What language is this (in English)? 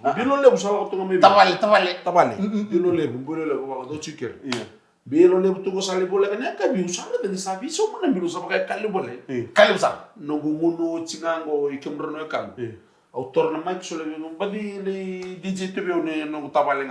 Fijian